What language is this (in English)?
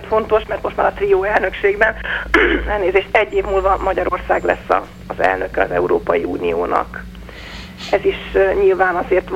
Hungarian